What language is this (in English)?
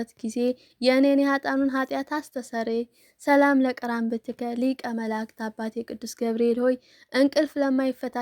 Amharic